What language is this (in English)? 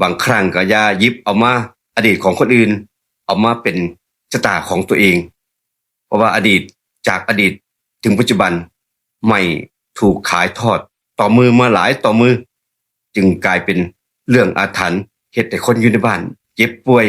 Northeastern Thai